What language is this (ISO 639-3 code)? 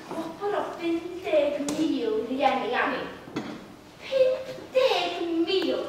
cym